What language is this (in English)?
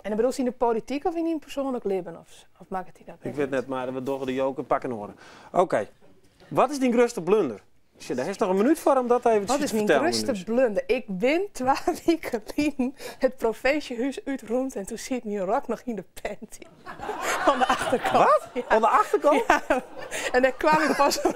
Western Frisian